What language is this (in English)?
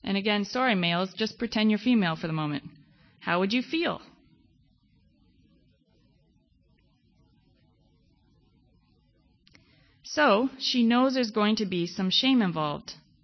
English